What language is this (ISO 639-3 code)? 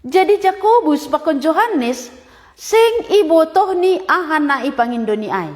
bts